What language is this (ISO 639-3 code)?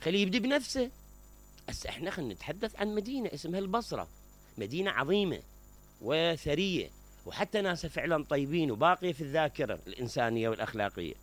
acm